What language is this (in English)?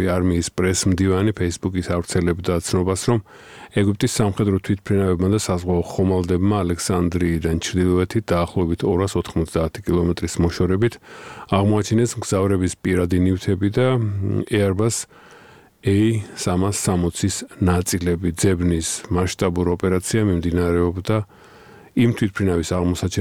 Georgian